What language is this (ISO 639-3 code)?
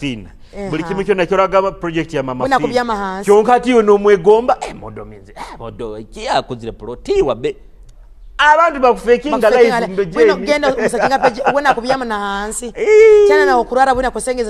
ttj